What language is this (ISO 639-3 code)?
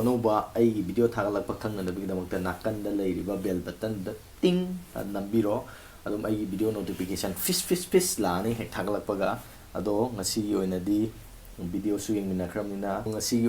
mni